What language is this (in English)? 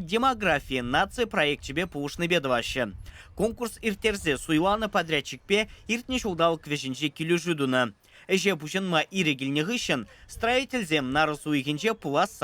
Chuvash